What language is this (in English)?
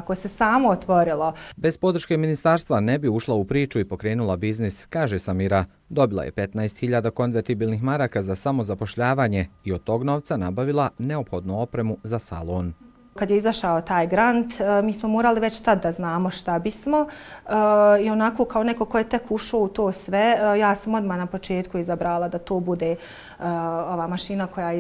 Bosnian